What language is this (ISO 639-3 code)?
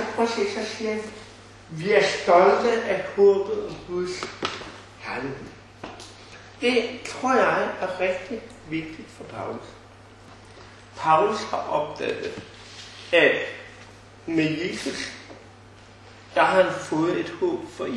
dan